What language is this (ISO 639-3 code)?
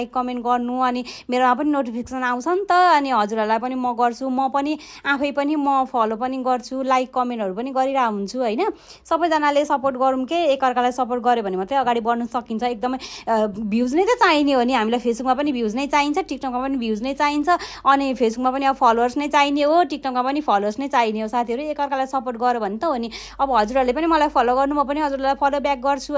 nep